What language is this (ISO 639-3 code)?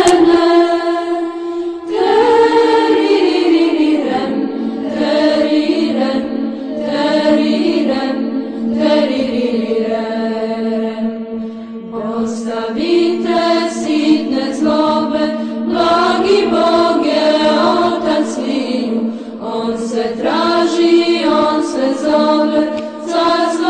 hrv